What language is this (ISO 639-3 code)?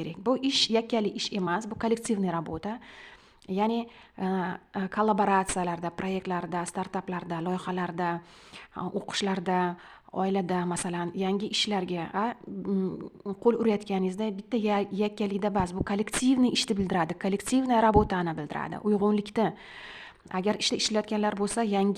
uzb